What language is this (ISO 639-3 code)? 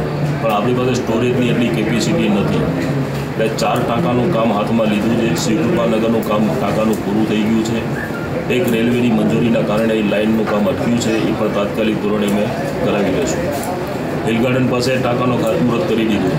guj